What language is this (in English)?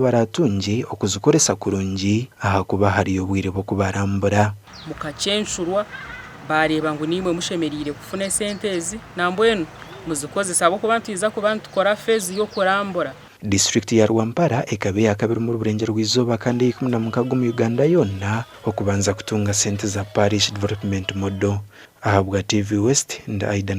Nyankole